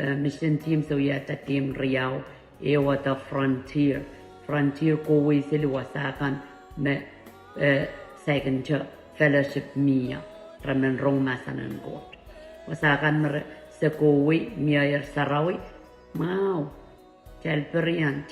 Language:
Pohnpeian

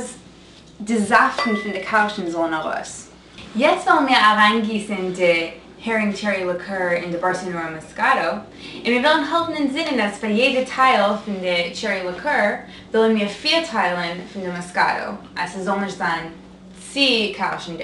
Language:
Yiddish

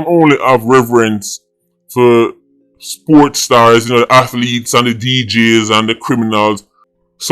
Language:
Jamaican Creole English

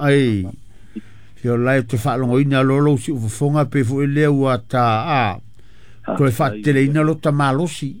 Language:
Samoan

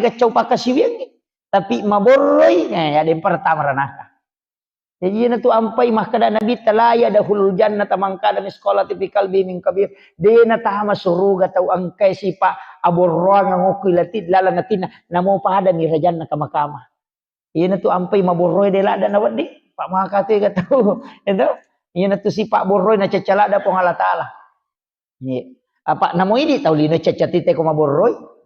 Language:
Buginese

